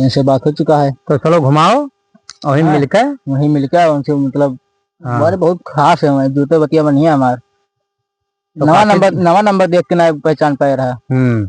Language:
Awadhi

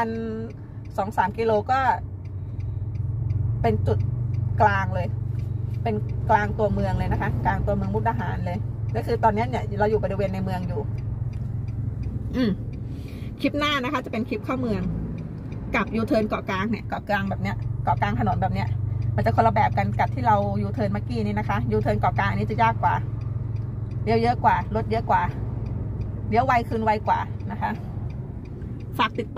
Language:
Thai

